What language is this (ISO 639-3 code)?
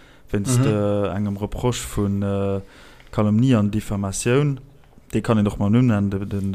ltz